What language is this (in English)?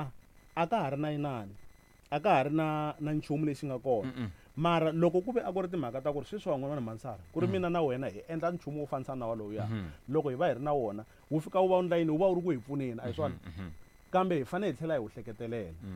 Tsonga